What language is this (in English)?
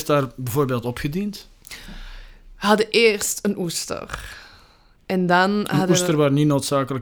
Dutch